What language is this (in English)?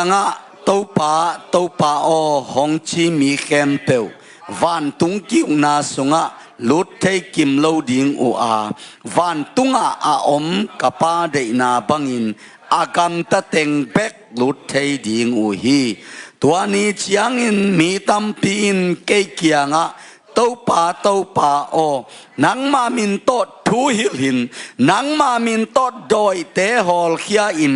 Tedim Chin